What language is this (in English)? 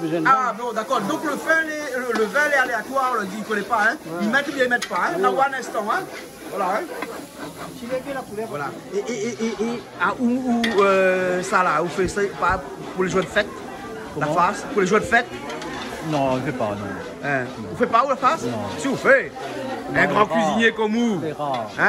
Réunion Creole French